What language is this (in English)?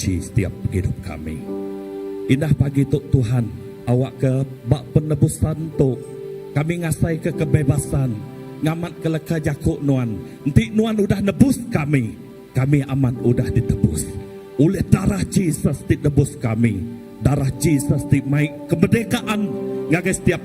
Iban